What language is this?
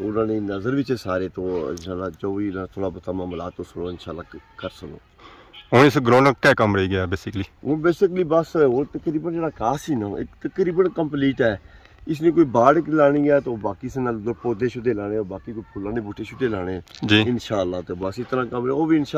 Pahari-Potwari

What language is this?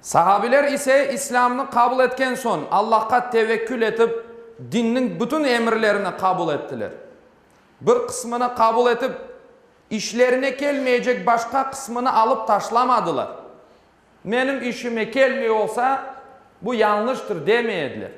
Crimean Tatar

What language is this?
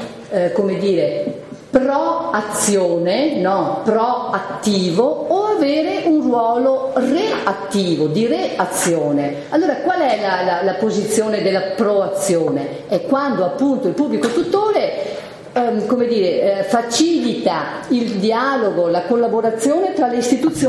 Italian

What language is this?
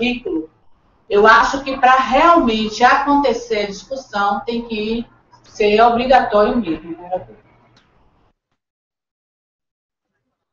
Portuguese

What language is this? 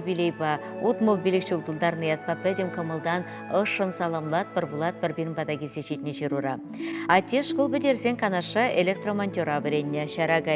Chuvash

